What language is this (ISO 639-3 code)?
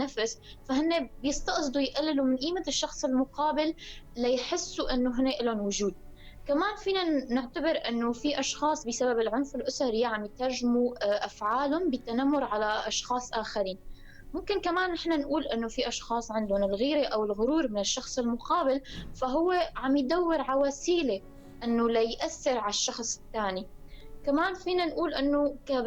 apc